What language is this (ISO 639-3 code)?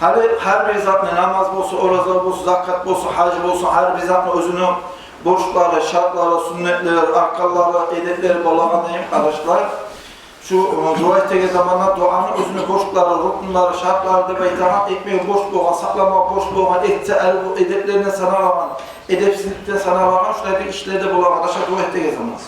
kum